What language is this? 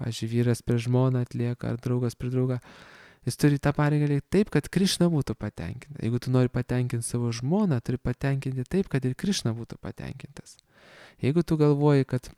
Lithuanian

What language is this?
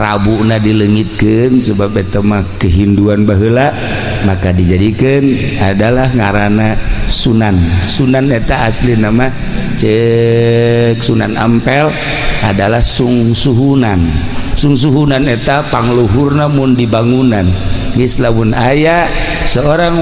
Sundanese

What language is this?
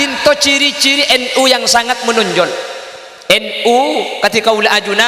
Madurese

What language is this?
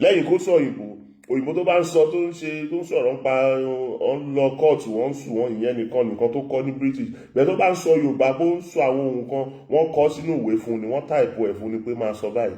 Yoruba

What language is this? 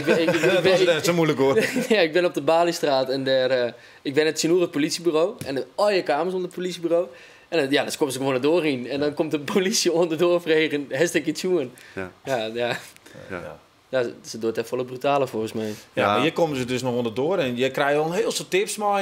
Western Frisian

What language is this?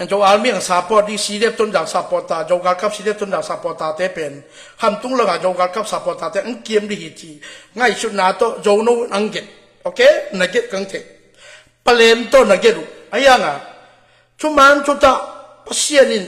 Tedim Chin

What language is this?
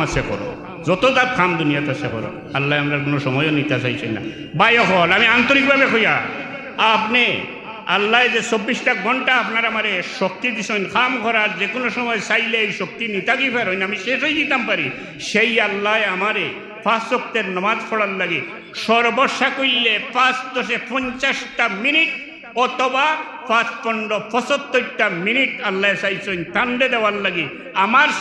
Sylheti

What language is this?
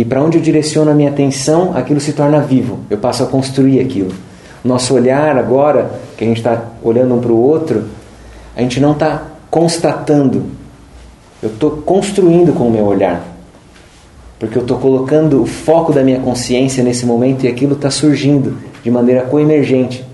Portuguese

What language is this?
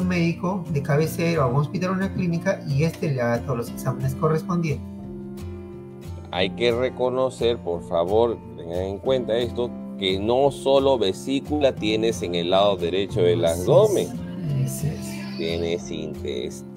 Spanish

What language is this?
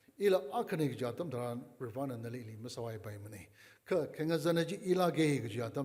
Tangkhul Naga (India)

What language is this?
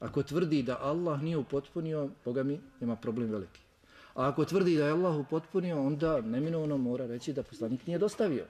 Bosnian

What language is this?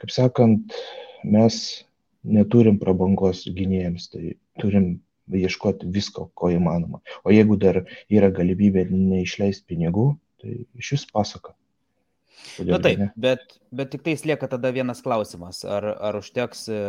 Lithuanian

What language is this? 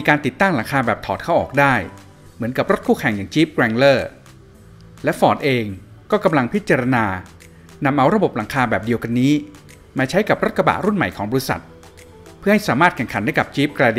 Thai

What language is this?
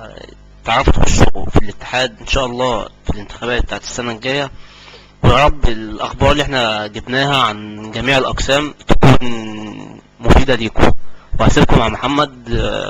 Egyptian Arabic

